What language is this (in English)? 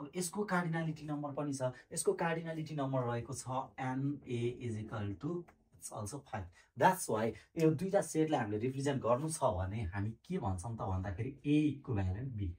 Nepali